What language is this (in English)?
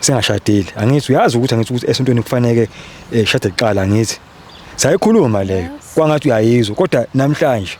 Zulu